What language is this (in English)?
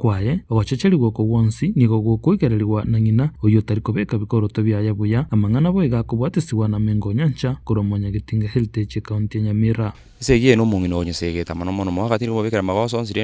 Gusii